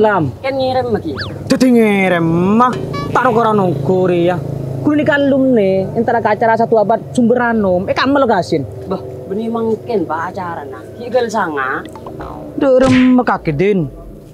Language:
Madurese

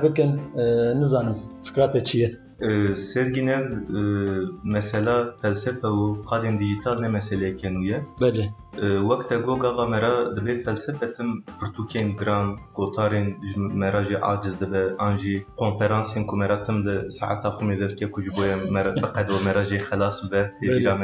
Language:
Kurdish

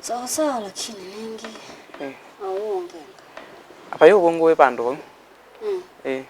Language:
Kamba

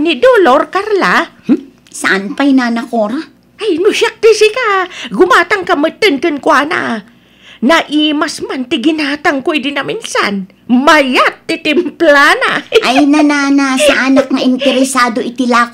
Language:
Iloko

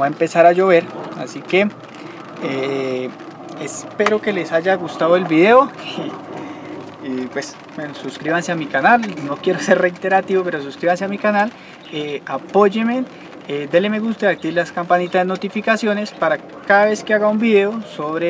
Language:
Spanish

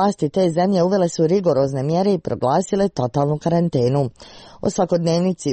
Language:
Croatian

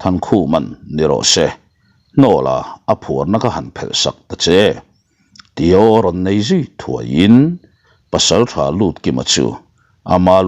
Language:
Mizo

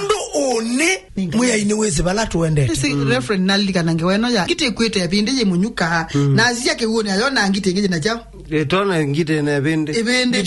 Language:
Kamba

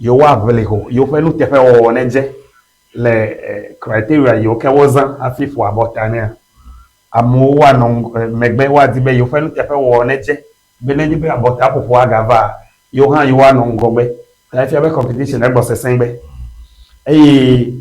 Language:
Ewe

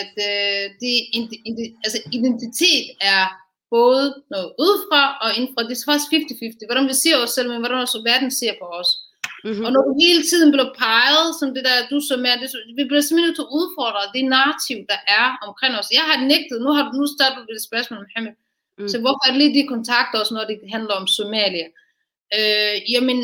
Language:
Danish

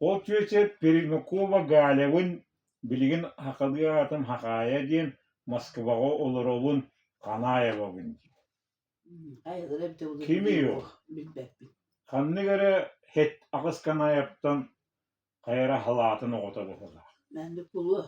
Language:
Yakut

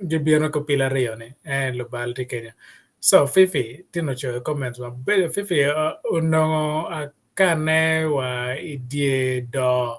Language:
Acoli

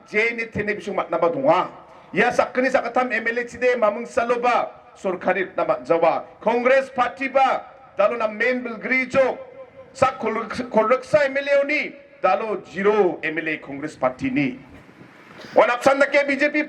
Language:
Garo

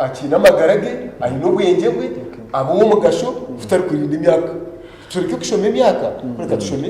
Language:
Nyankole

